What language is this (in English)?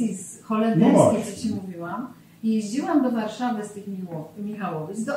Polish